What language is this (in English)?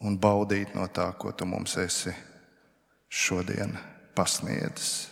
Latvian